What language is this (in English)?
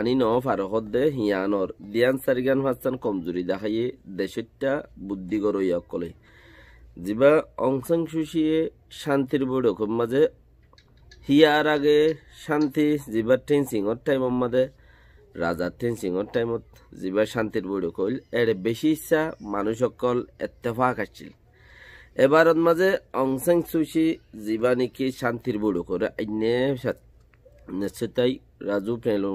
Rohingya